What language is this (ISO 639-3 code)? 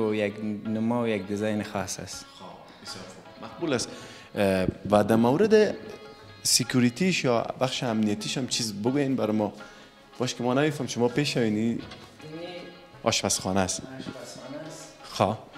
fas